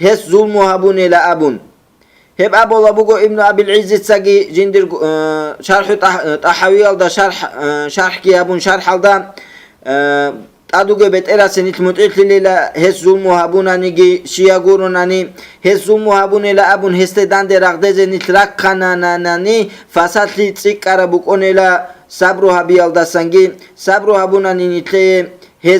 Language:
Avaric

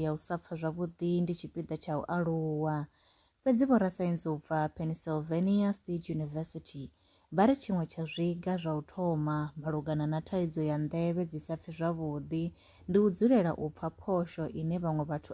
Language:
Venda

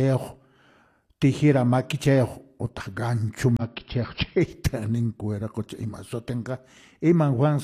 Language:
Quechua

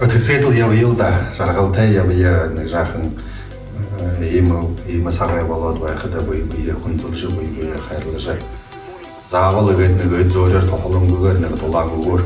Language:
Buriat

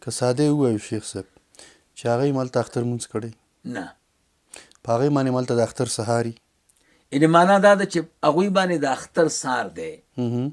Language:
Pashto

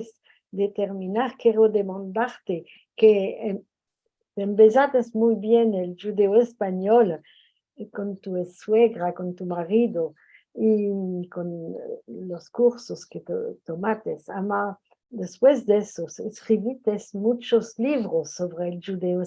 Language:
Ladino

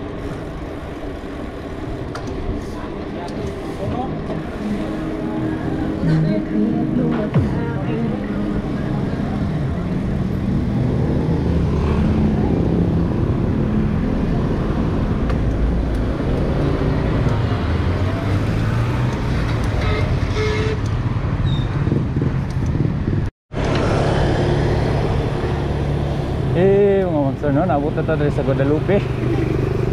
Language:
Filipino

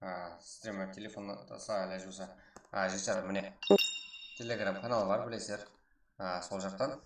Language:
Kara-Kalpak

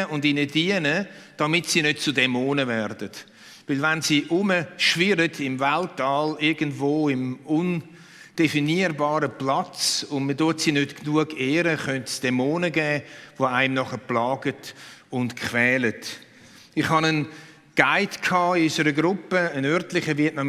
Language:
Swiss German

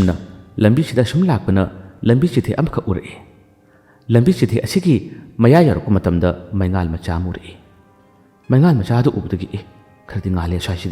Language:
Manipuri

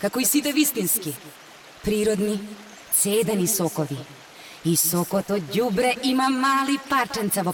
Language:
Macedonian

